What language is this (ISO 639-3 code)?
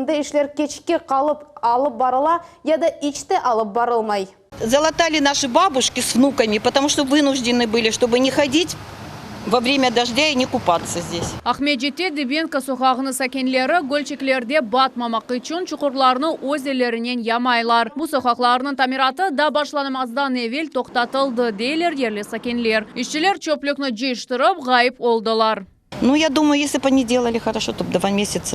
crh